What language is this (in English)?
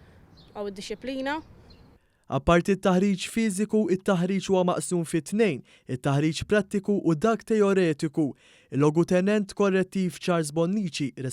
Maltese